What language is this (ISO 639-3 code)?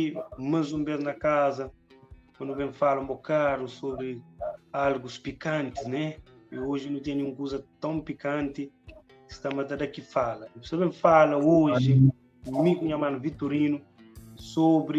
kea